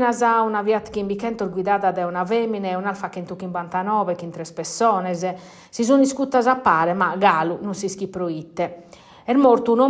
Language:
Sardinian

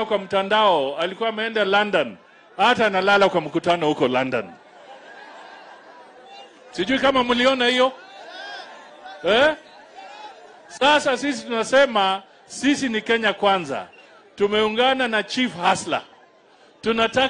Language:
Swahili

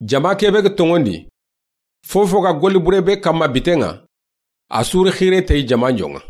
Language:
Soninke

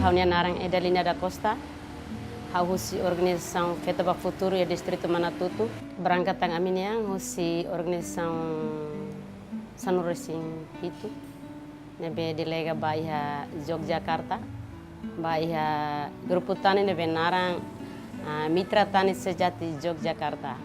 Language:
Tetum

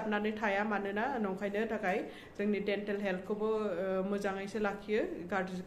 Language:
Bodo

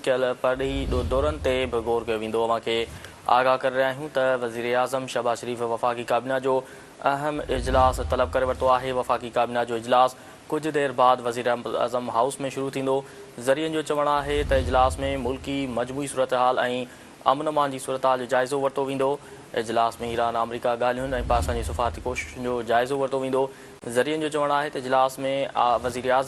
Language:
Sindhi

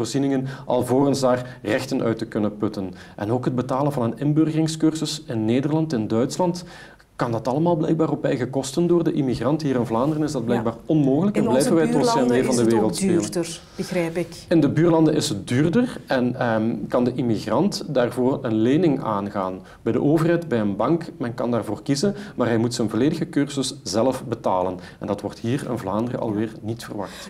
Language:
Dutch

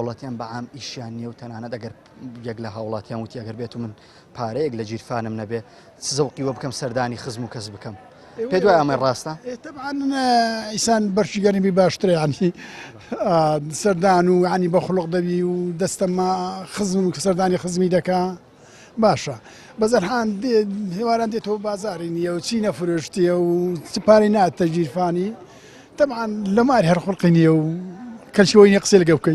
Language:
Central Kurdish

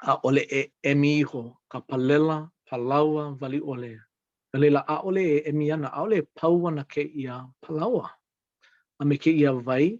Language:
Hawaiian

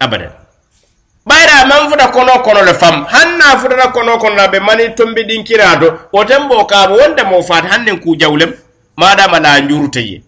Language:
Mandingo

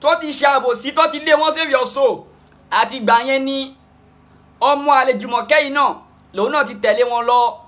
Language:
Yoruba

